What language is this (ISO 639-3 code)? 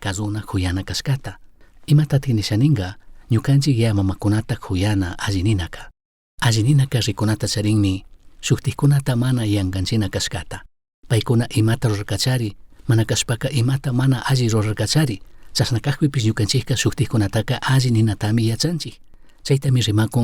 qug